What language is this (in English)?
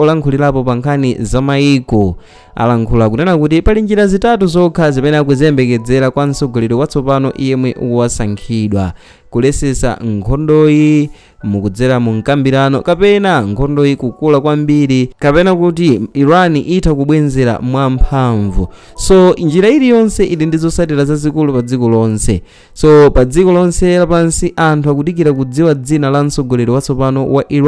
Nyanja